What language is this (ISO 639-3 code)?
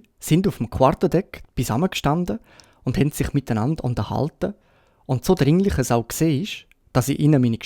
gsw